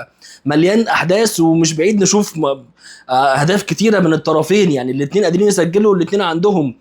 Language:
Egyptian Arabic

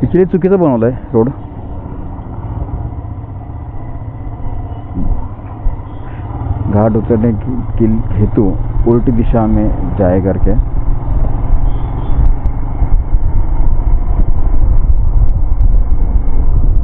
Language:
Marathi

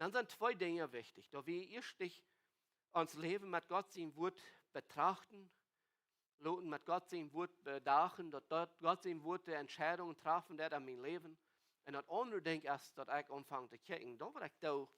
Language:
Plautdietsch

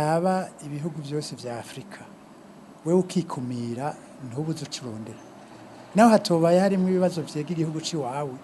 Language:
Rundi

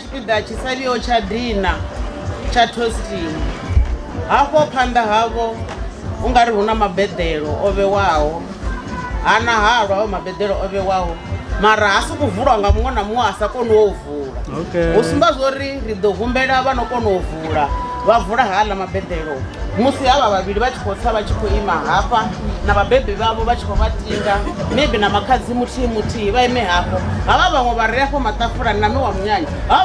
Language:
Venda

